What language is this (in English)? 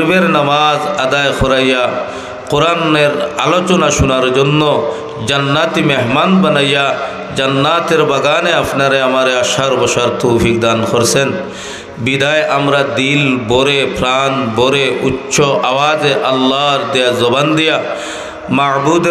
Sylheti